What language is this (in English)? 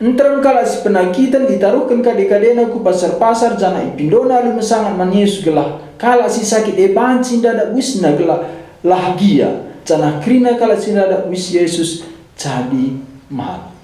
Batak Karo